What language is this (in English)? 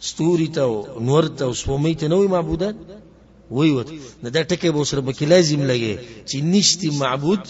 Pashto